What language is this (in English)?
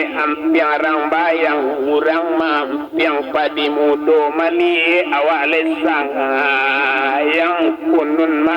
Minangkabau